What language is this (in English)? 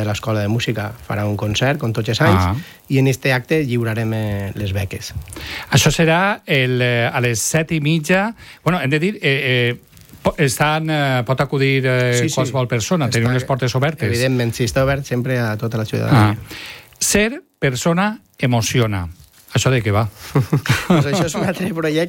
Catalan